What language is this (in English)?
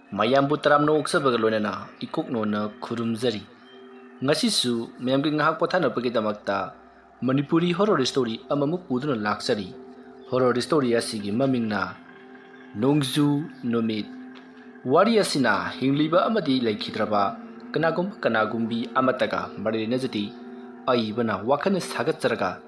Manipuri